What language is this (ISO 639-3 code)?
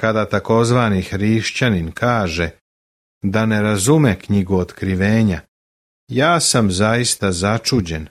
srp